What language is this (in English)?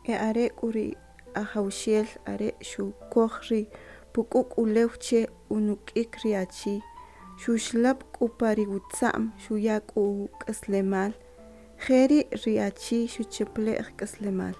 Kʼicheʼ